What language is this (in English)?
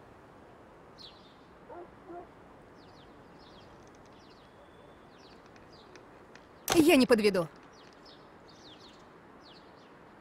Russian